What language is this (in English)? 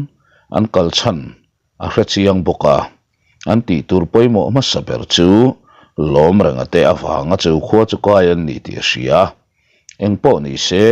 Mizo